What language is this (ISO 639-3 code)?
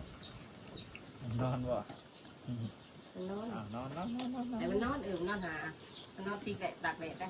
tts